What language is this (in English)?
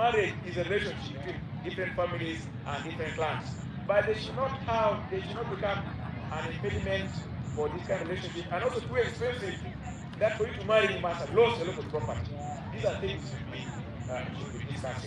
Acoli